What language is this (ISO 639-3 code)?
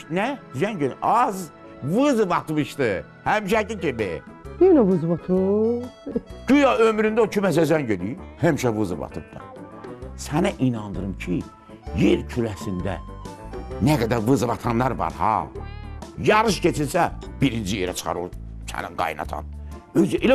aze